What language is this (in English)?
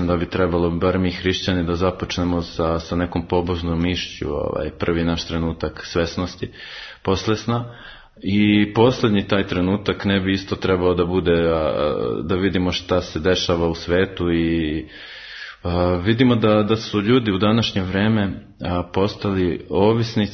Serbian